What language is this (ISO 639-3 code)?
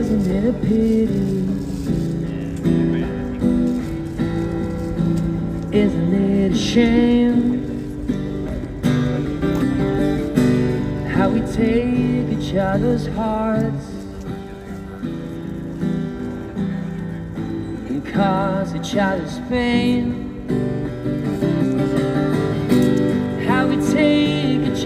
eng